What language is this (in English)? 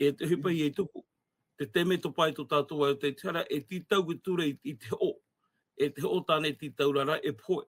Tahitian